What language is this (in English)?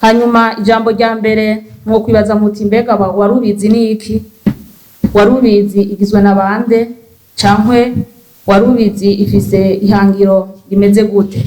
Rundi